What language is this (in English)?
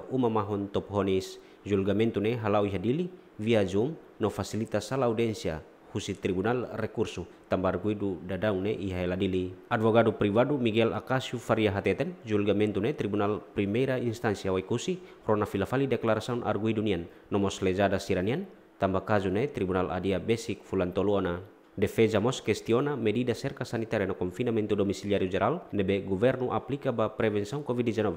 Tetum